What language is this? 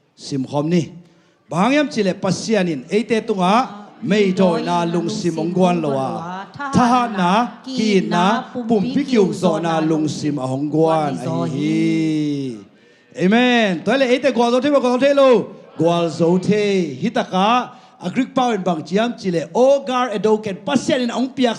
Tedim Chin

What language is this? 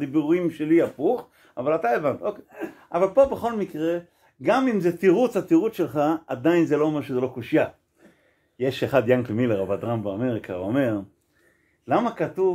Hebrew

